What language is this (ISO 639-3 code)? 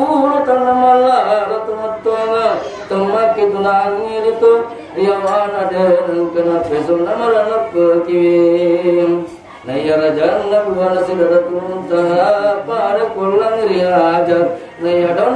bug